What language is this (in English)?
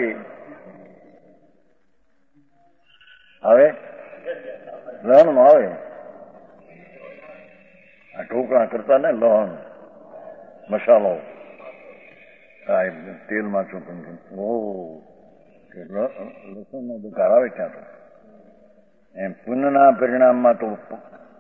Gujarati